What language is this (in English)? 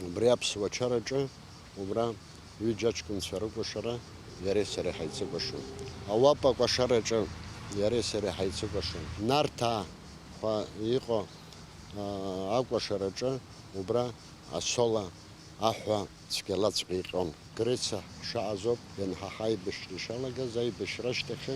Abkhazian